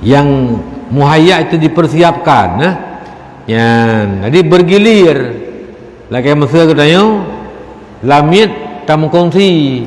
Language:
Achinese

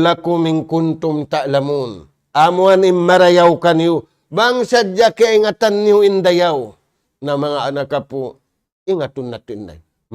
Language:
Tausug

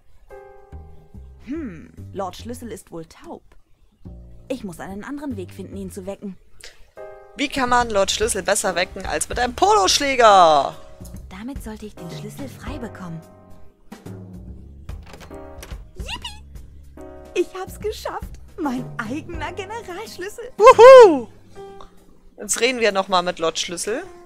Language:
German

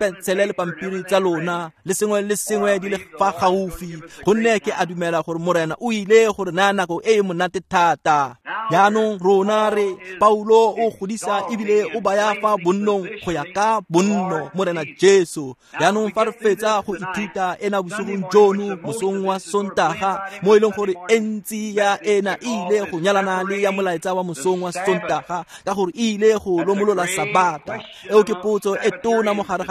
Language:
Tswana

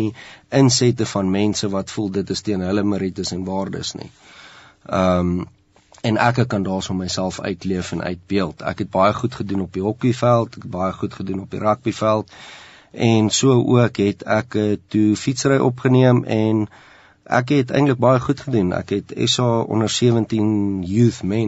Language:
Afrikaans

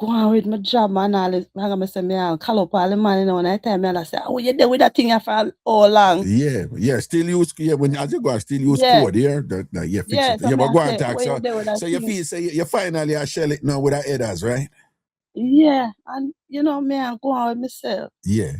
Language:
Jamaican Creole English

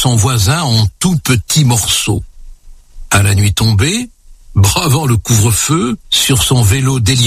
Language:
French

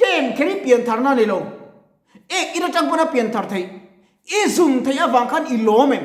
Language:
Mizo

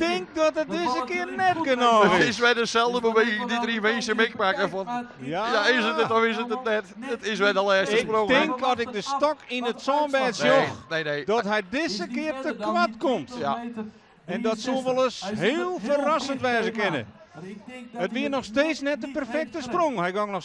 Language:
Western Frisian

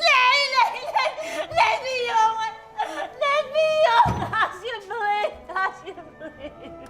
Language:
Western Frisian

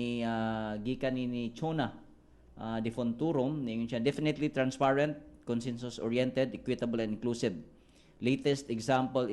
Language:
Cebuano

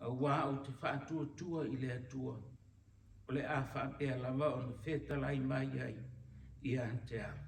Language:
Samoan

